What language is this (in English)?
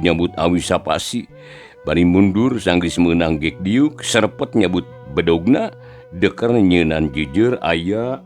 Sundanese